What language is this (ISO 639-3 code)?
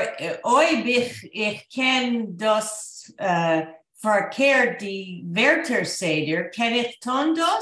yid